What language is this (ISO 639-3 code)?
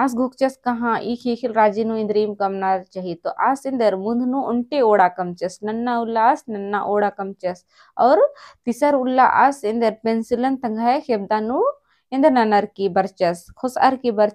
kru